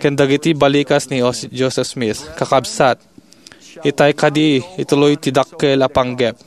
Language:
Iloko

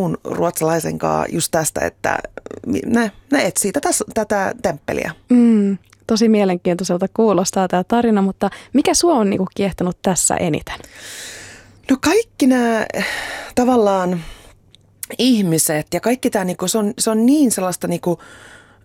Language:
Finnish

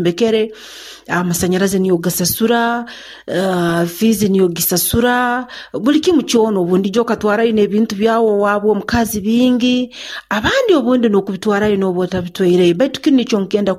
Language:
Nyoro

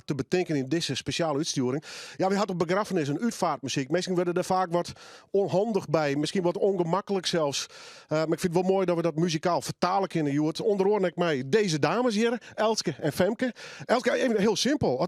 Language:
Western Frisian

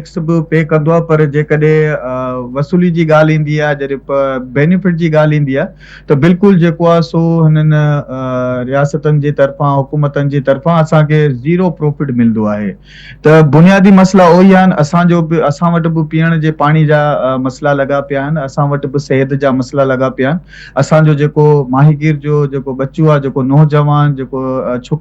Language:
Sindhi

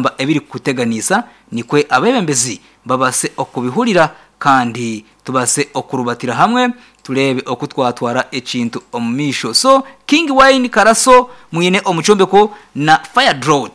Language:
Nyankole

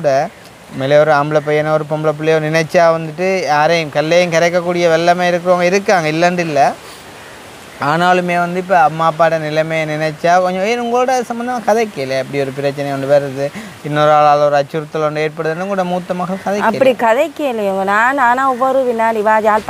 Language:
Tamil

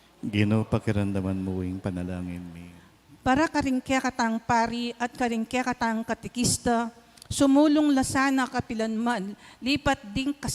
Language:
Pampanga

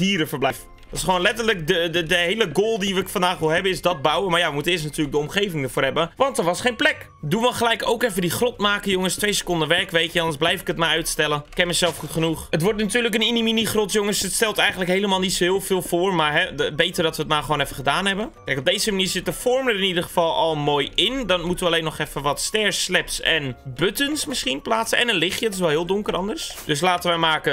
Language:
Dutch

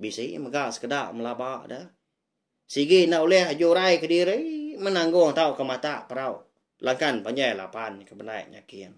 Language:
Iban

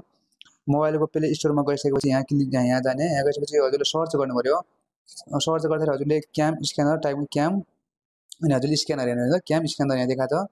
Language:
Nepali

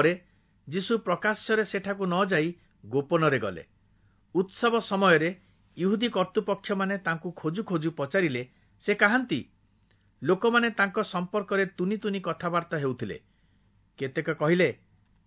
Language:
Odia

